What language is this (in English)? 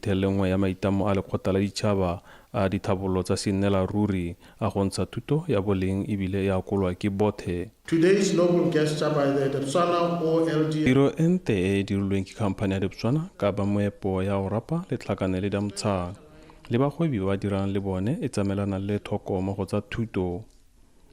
Tswana